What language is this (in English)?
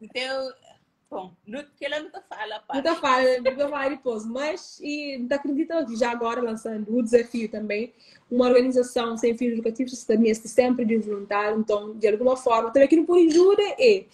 Kabuverdianu